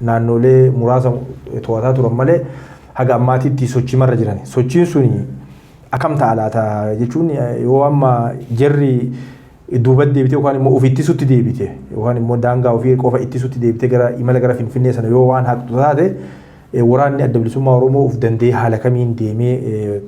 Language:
Oromo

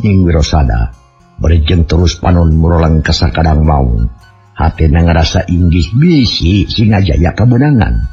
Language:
Sundanese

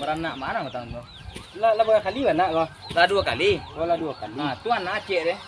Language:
Minangkabau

